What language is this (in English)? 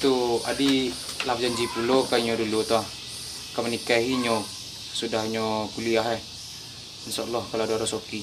Minangkabau